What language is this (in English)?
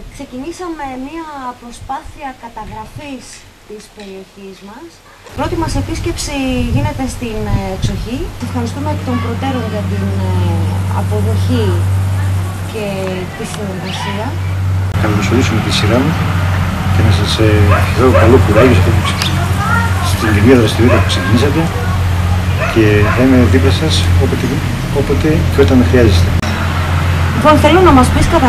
Greek